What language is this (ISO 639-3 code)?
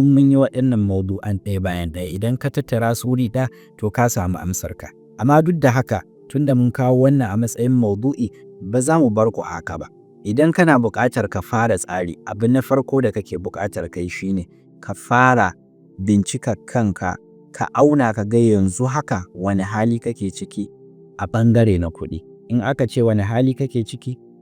hau